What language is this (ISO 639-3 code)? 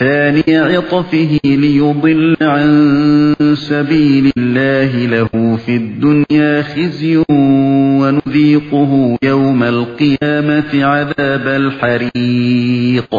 uig